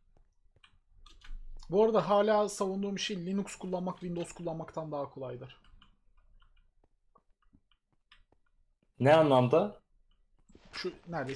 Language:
Turkish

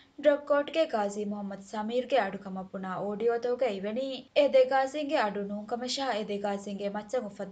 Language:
Divehi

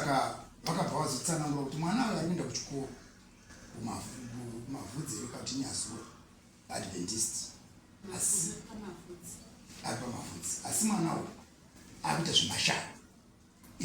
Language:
Shona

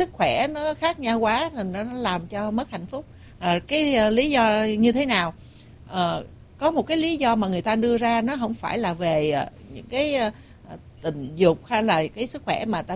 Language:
Vietnamese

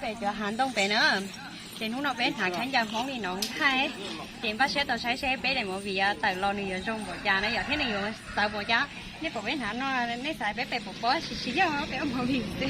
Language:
Hmong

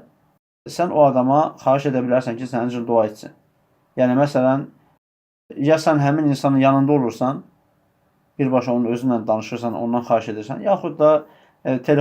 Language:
Azerbaijani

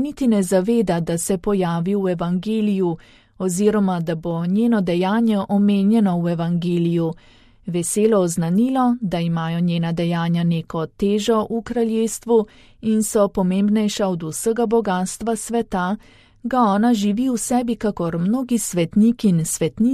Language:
Slovenian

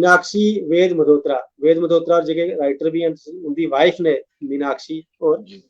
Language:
Dogri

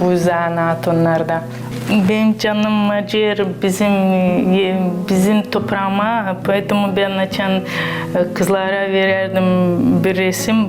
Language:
Gagauz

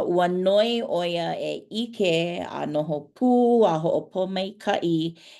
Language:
Hawaiian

